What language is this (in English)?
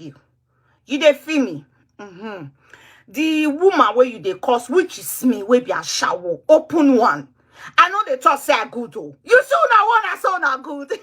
Nigerian Pidgin